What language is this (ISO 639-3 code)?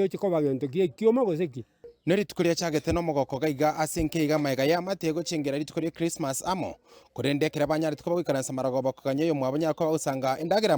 guz